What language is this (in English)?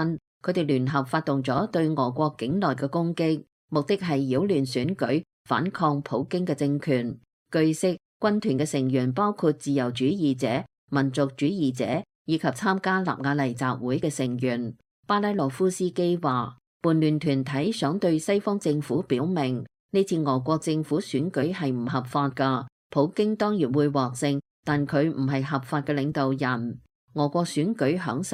Cantonese